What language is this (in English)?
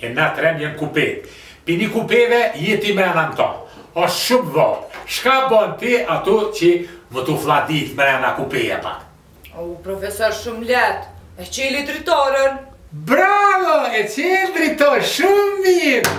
Albanian